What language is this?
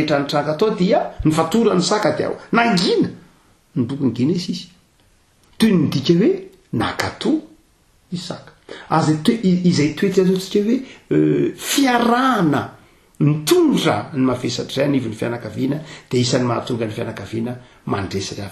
Malagasy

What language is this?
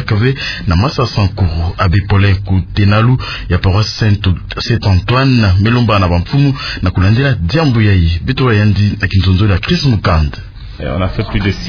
Kituba (Democratic Republic of Congo)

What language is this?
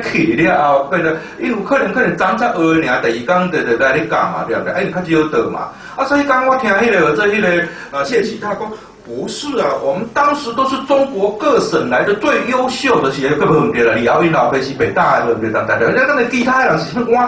Min Nan Chinese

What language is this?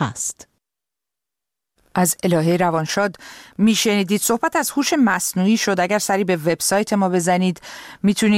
Persian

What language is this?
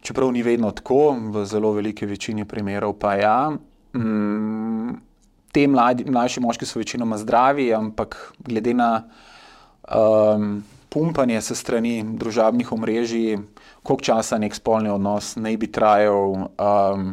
Slovenian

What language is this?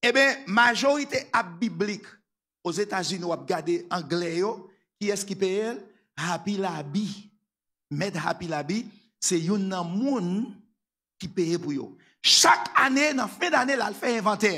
Haitian Creole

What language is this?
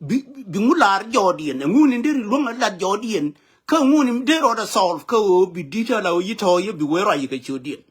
Nuer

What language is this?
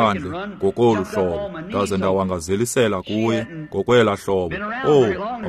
Xhosa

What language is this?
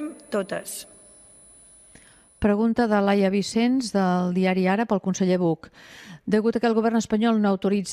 Catalan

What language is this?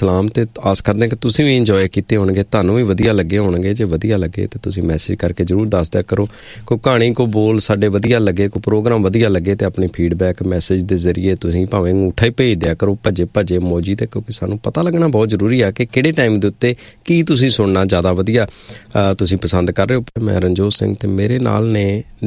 Punjabi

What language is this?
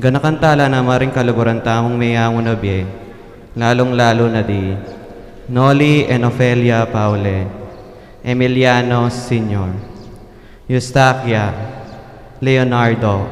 Pampanga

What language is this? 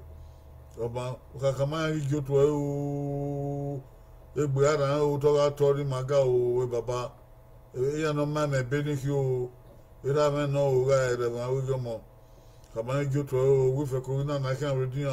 Bini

